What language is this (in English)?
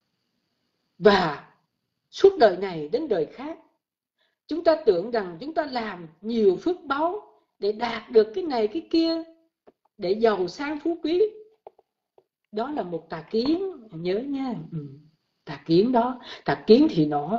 Vietnamese